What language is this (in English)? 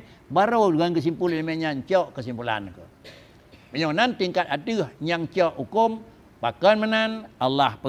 Achinese